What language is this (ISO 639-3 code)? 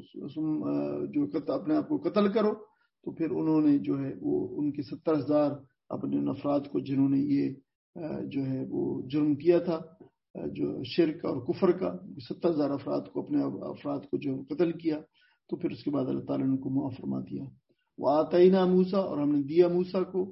urd